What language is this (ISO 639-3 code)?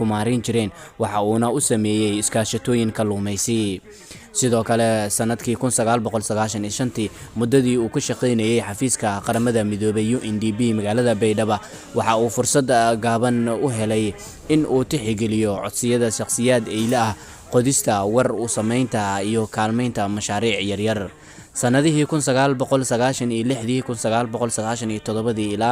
som